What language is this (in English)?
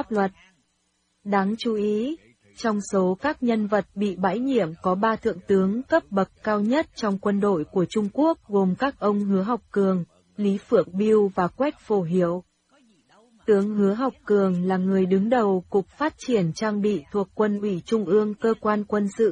Vietnamese